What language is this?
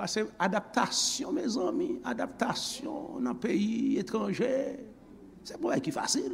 Haitian Creole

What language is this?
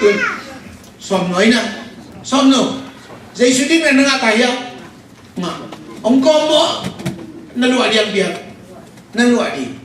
Tedim Chin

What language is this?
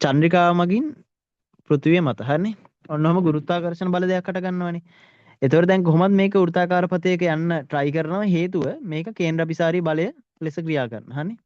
Sinhala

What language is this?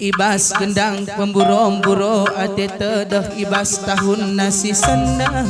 Batak Karo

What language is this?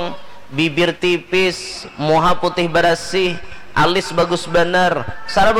Banjar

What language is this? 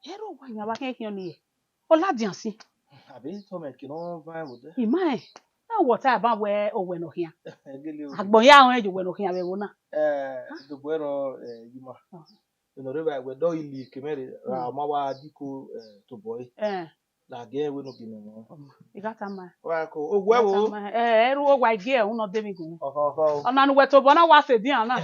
Bini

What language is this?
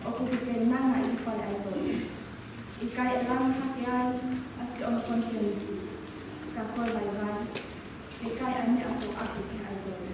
Tongan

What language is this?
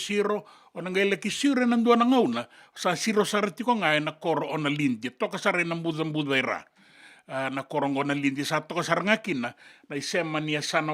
Fijian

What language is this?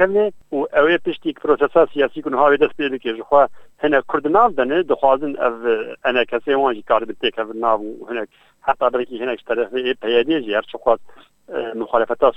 Kurdish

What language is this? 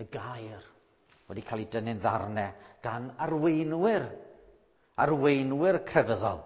Welsh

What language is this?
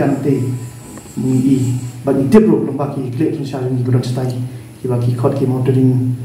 Khasi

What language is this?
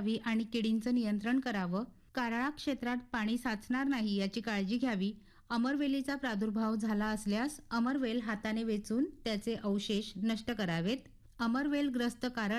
Marathi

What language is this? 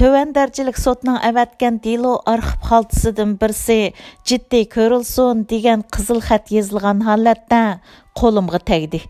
Uyghur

